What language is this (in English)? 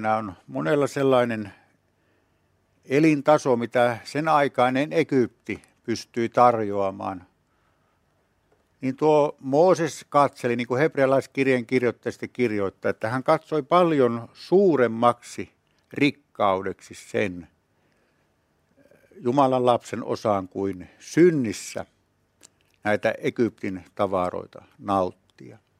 Finnish